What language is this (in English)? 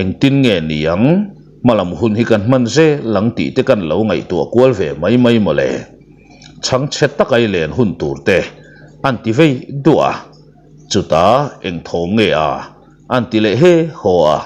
Mizo